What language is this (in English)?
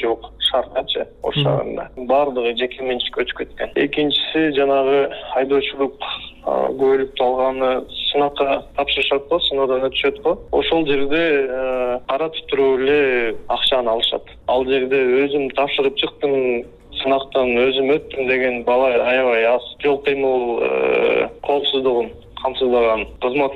Kyrgyz